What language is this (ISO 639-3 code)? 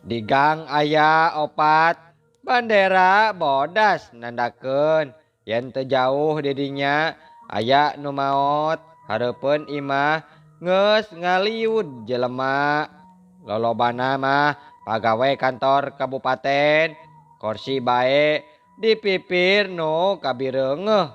sun